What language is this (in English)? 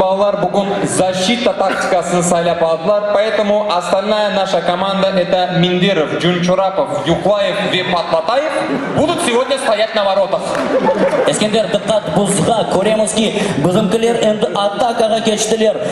Crimean Tatar